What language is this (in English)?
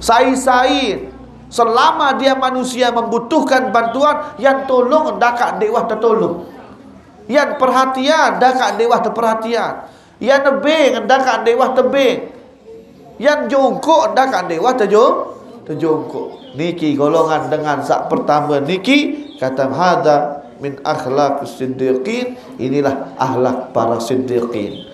Sasak